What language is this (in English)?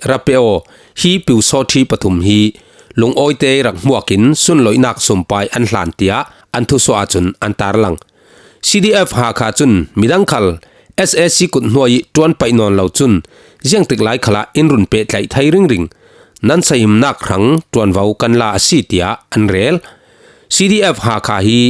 Falam Chin